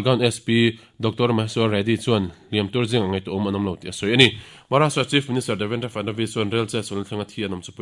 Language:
Mizo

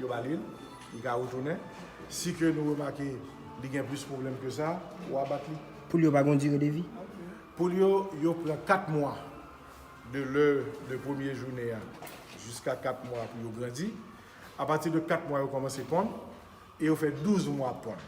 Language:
Haitian Creole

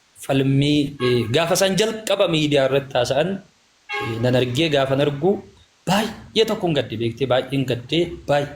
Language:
Oromo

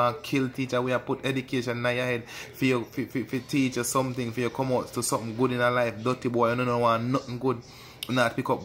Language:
Jamaican Creole English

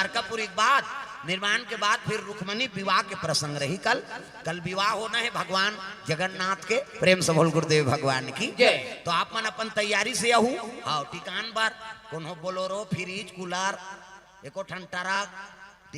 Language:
Chhattisgarhi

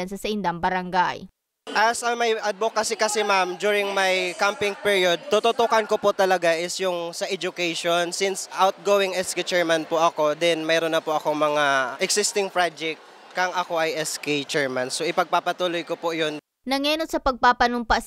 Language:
Bikol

